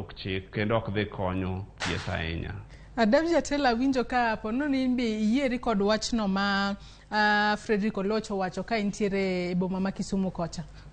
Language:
Luo (Kenya and Tanzania)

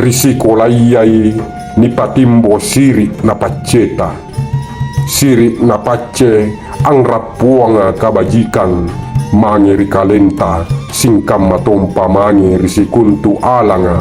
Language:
Makasar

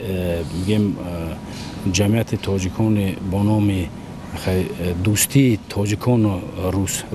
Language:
Tajik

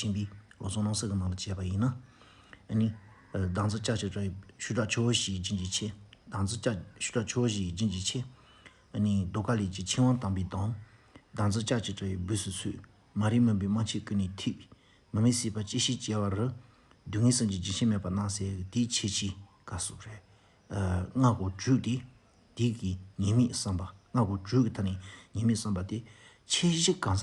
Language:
Tibetan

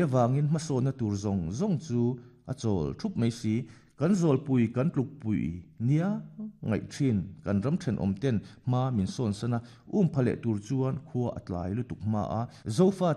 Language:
Mizo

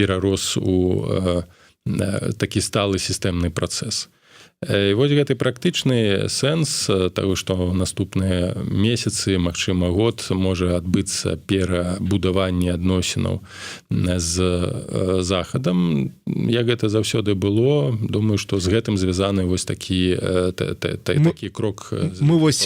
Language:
Belarusian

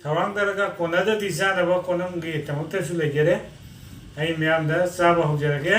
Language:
Manipuri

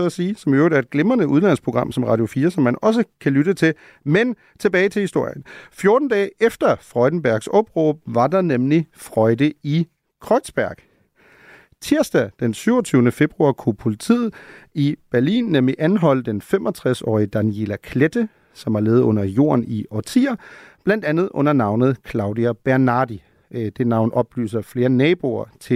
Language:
Danish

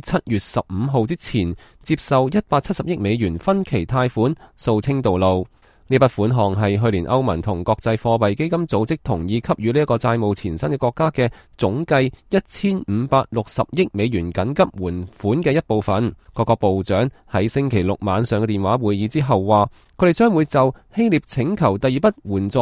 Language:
Cantonese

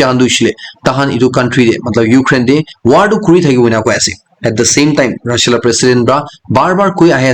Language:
Naga Pidgin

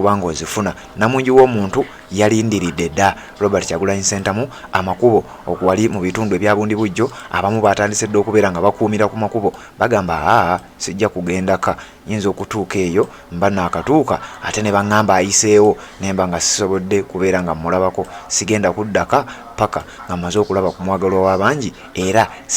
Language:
Ganda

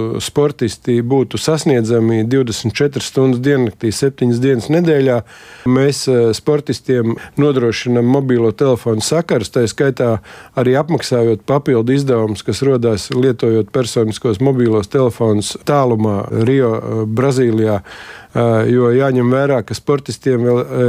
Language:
Latvian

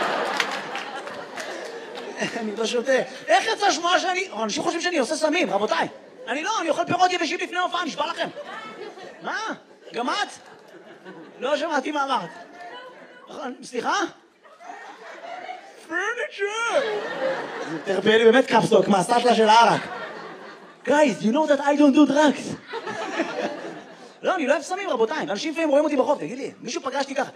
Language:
Hebrew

